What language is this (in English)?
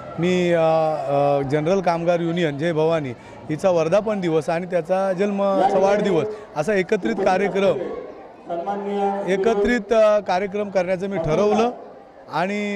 Marathi